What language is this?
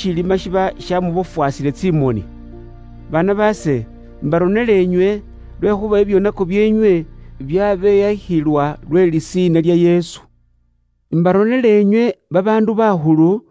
Luyia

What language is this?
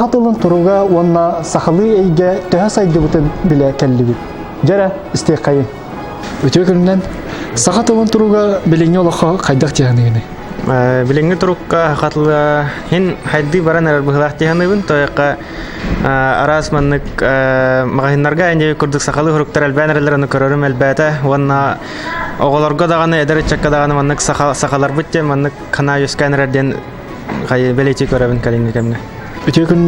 Yakut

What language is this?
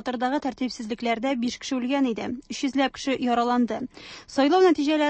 Tatar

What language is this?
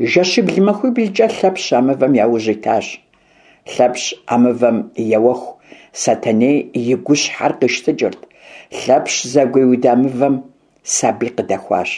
Kabardian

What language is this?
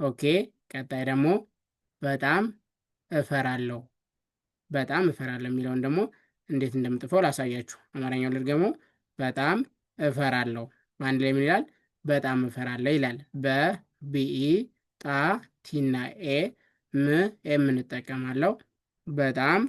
Amharic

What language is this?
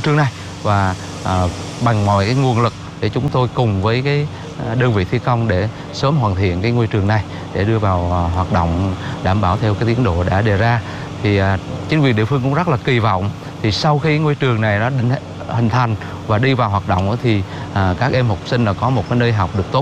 Vietnamese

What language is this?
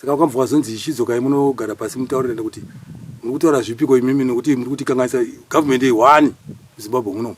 Shona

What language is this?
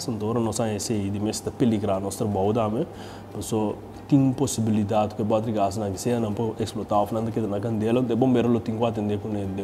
Papiamento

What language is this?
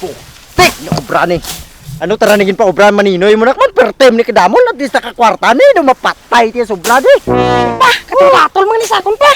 Hiligaynon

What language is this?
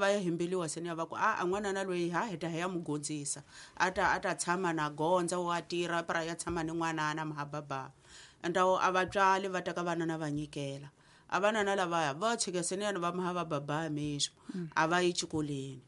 Tsonga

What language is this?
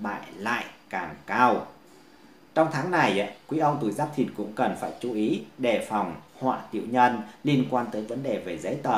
Vietnamese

